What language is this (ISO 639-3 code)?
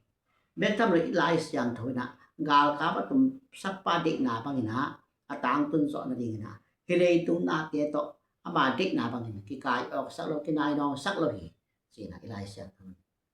ctd